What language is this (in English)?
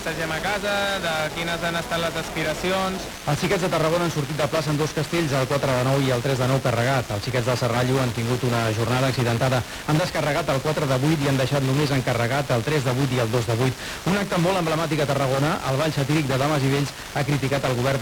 Catalan